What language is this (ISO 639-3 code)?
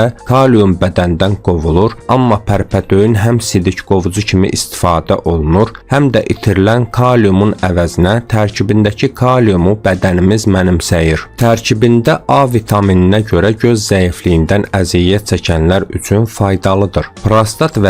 aze